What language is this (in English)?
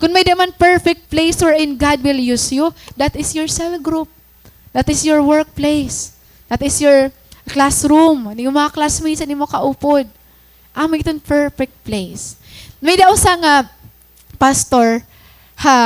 Waray